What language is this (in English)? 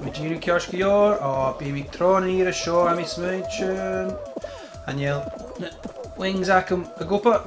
Scottish Gaelic